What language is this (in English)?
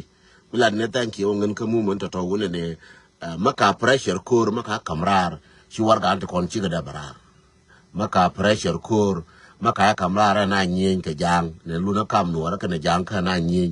Nuer